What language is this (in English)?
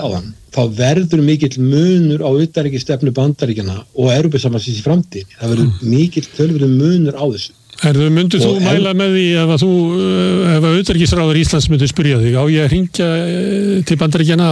Icelandic